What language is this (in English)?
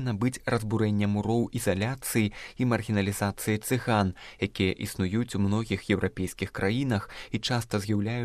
Belarusian